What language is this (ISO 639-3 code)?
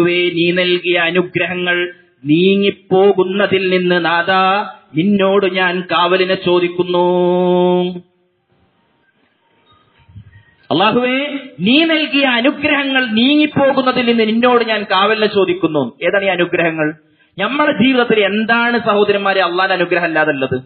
mal